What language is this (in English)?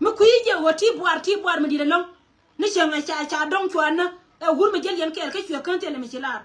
Nuer